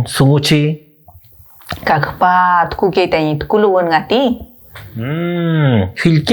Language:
Mapuche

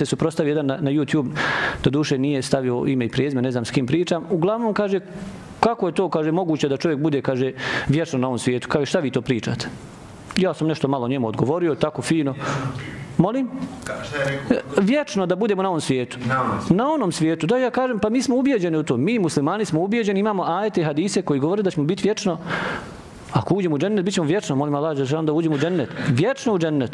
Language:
Bosnian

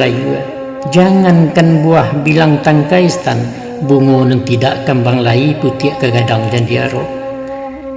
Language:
Minangkabau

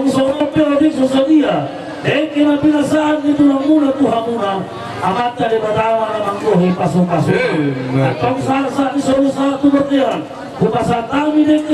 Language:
Batak Toba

